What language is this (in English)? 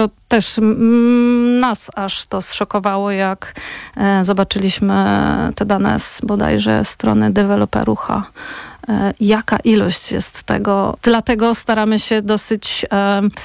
Polish